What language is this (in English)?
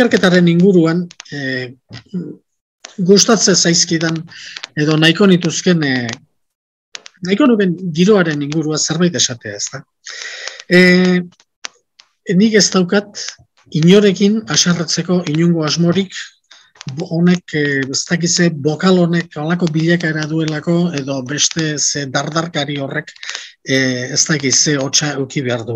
Basque